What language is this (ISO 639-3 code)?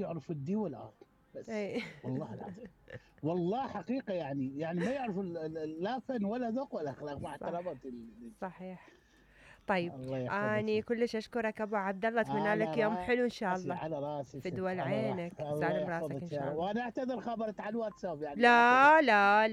acm